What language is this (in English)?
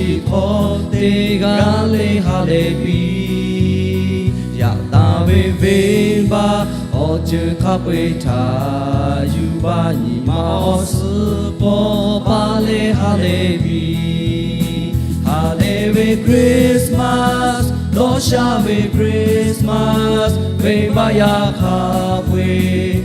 Lahu